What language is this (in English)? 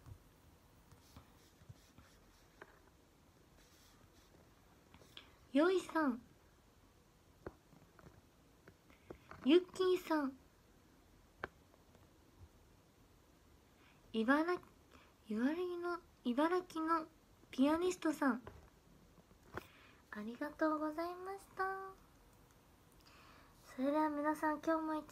Japanese